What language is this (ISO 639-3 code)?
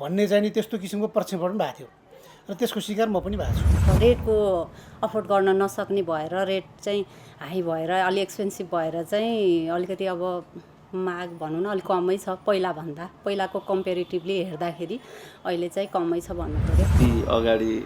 nep